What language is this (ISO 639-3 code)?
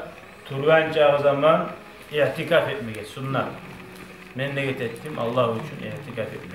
kum